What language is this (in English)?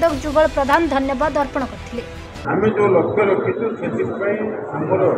Odia